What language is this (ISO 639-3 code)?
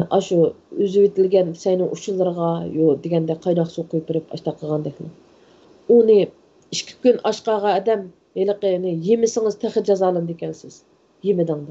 uig